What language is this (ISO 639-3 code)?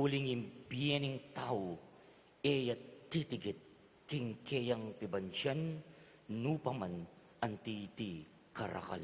pam